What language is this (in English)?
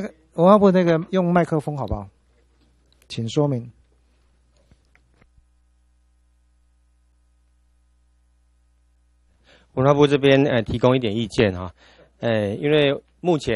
Chinese